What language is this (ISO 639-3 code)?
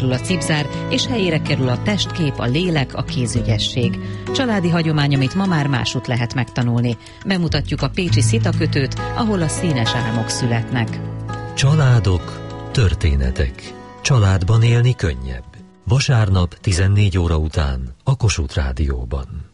hun